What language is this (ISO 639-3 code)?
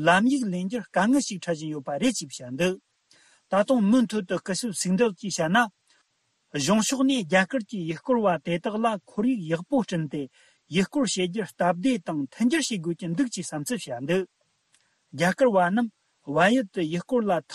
bod